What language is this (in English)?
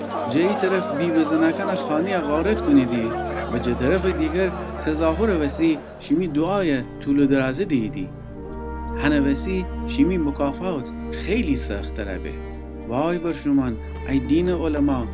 Gilaki